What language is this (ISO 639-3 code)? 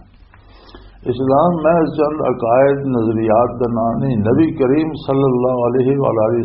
lah